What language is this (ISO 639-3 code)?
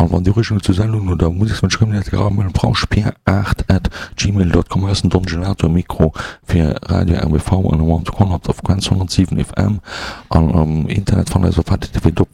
ltz